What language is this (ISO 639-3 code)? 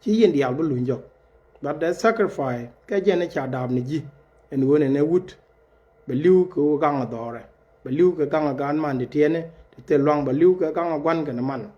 nus